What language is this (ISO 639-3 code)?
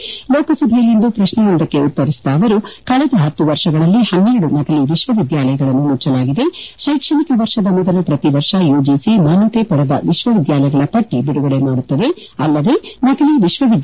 kan